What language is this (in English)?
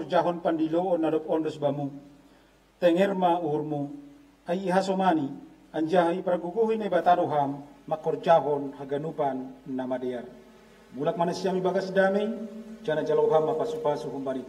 Batak Simalungun